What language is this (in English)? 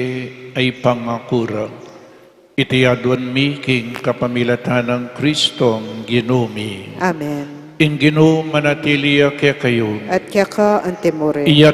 Pampanga